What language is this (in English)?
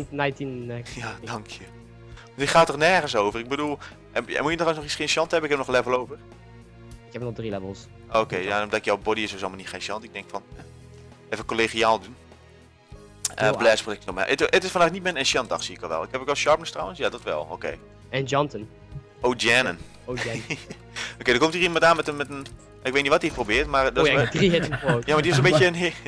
Dutch